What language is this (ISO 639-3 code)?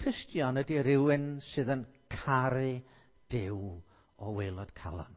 cym